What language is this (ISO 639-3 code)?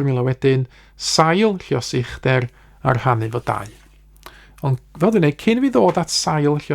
cym